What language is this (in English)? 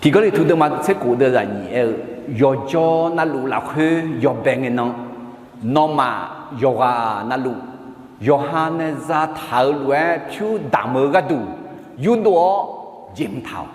Akha